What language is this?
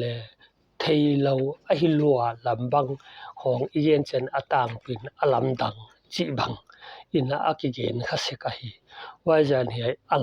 Paite Chin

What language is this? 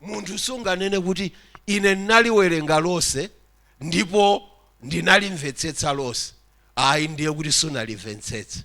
Nyanja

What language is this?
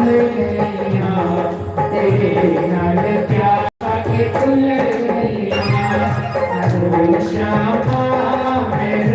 Dogri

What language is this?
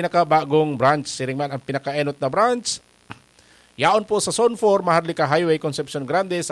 Bikol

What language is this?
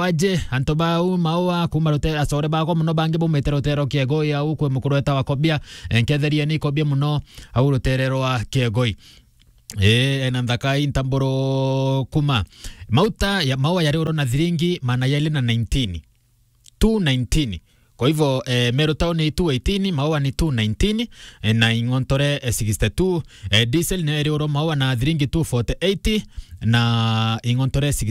Meru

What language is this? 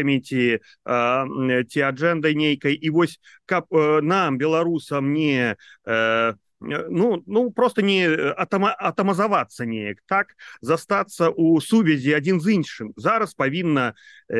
Belarusian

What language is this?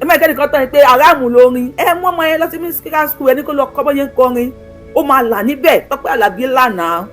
Yoruba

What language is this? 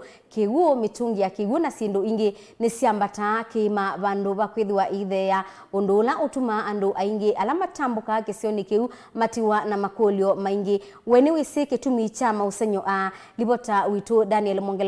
Kamba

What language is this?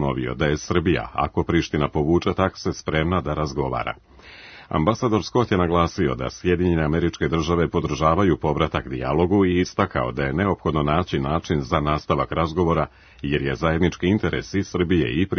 Serbian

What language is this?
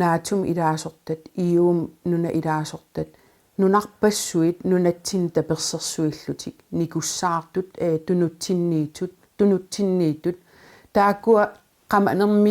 Kalaallisut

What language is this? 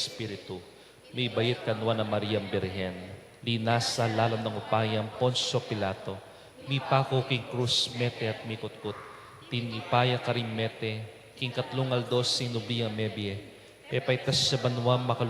Pampanga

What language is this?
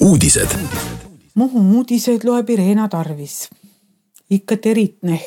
Estonian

